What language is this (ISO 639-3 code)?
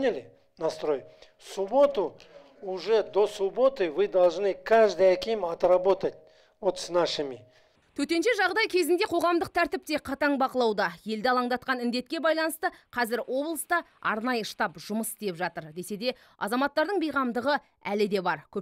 kaz